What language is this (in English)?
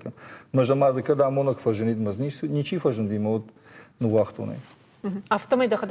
Ossetic